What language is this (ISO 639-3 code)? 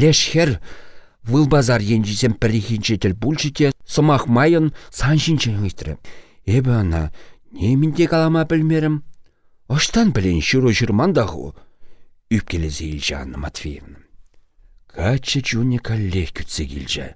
chv